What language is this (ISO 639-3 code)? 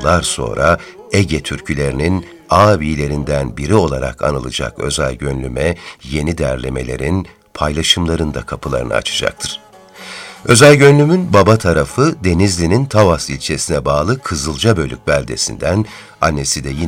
tur